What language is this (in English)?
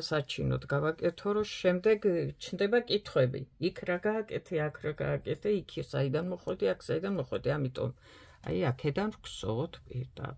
Georgian